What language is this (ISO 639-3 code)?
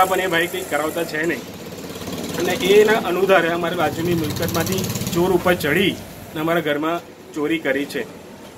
guj